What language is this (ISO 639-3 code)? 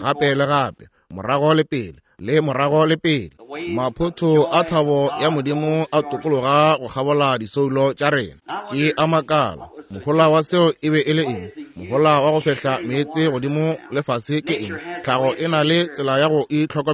nso